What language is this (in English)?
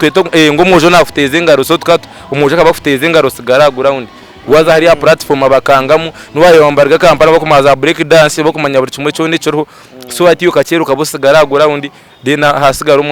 Nyankole